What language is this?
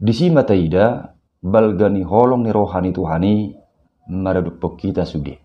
Batak Toba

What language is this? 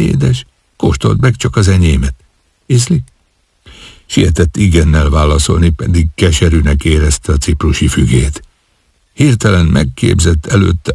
Hungarian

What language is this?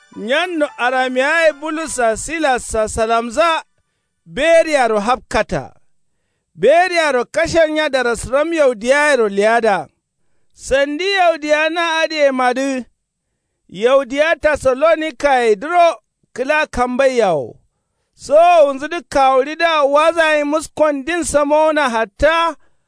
Kanuri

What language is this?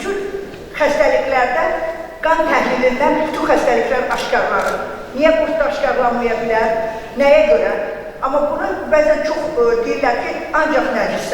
Azerbaijani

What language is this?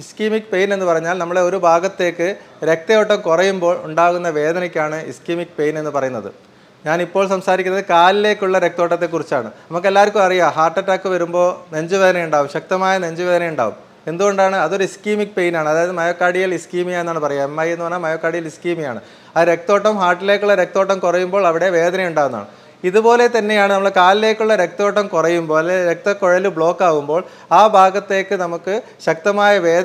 Malayalam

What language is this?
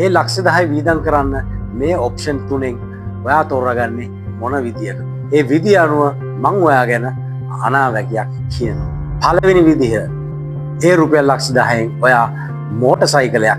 Sinhala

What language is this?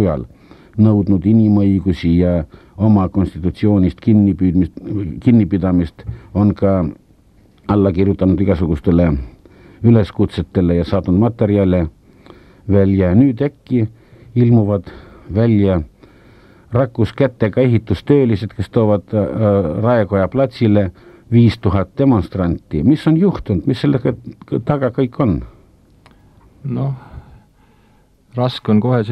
Estonian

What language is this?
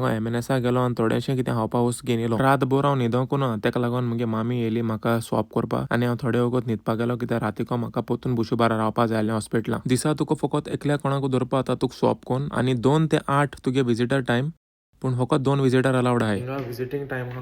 Konkani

